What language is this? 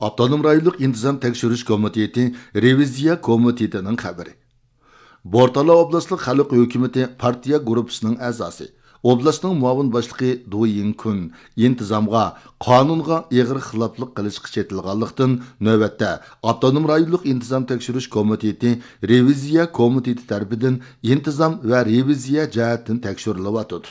Uyghur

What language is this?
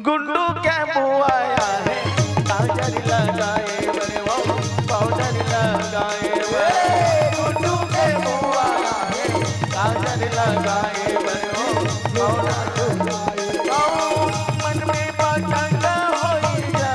Chhattisgarhi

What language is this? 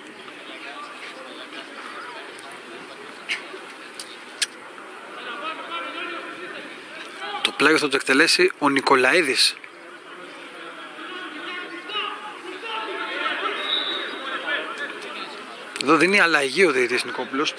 Greek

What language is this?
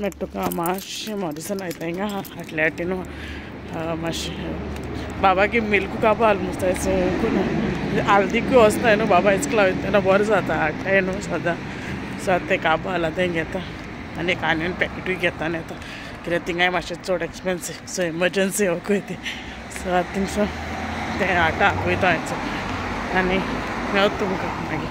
Konkani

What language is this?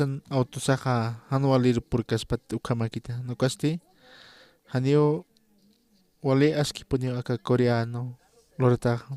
Aymara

